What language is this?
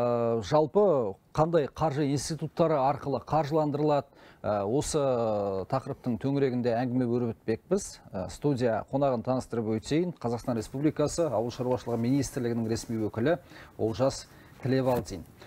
Kazakh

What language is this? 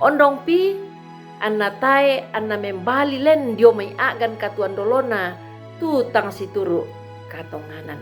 Toraja-Sa'dan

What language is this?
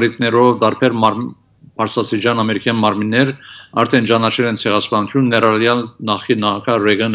Armenian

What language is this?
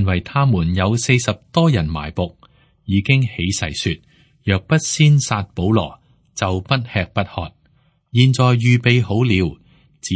Cantonese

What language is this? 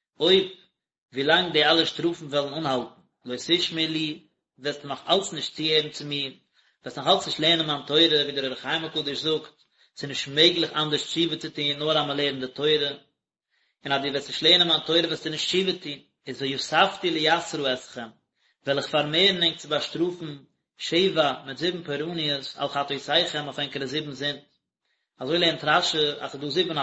Yiddish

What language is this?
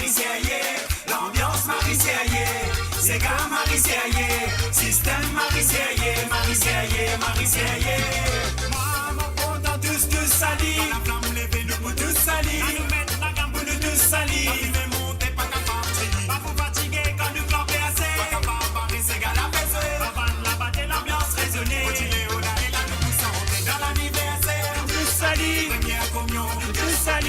Morisyen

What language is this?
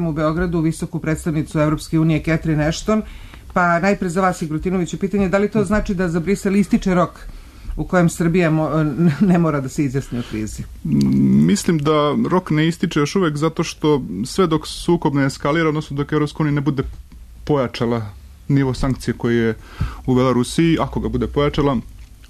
Serbian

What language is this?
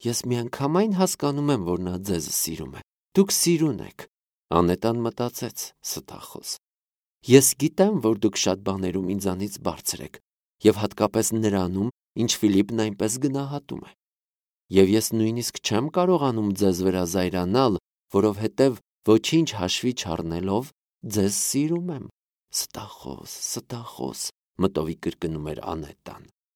Armenian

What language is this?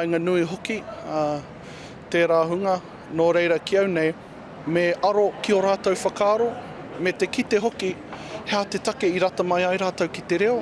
Māori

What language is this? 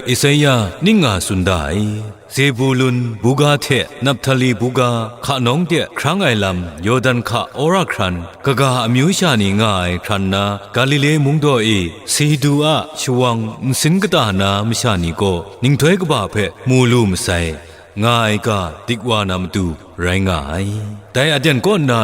Kachin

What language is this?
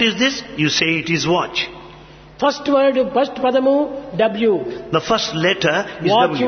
Telugu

